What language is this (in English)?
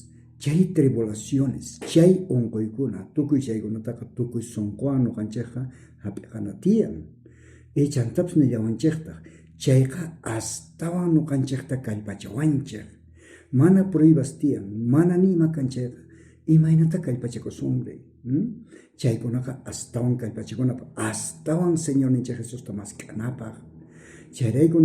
South Bolivian Quechua